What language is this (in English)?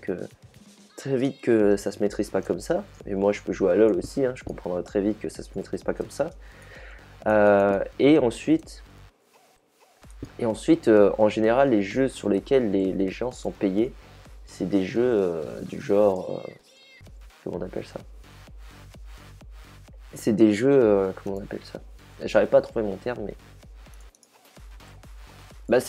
French